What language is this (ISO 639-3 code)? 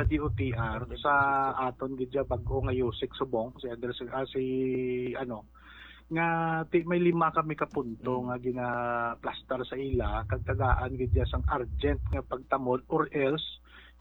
hil